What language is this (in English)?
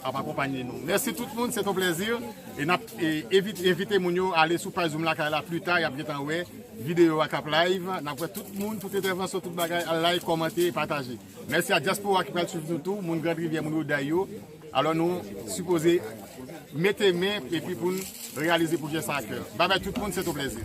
Haitian Creole